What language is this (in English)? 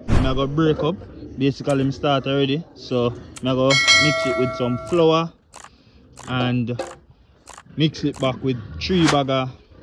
Jamaican Creole English